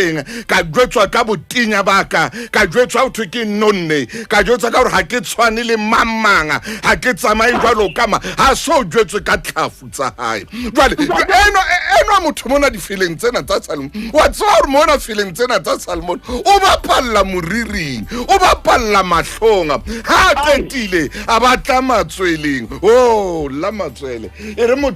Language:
Southern Sotho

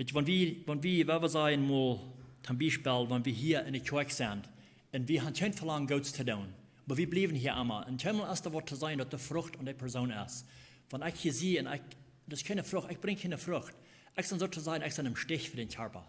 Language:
Plautdietsch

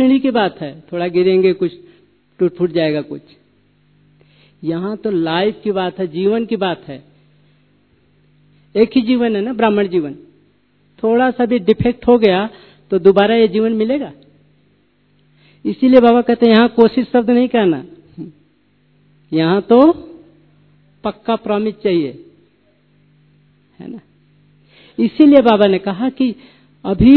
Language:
Hindi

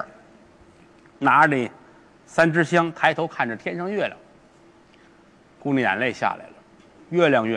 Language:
Chinese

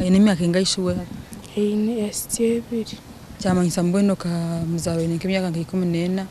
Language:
Nyankole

